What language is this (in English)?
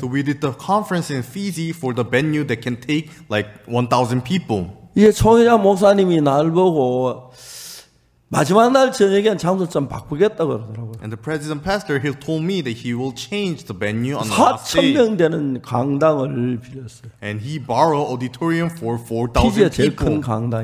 Korean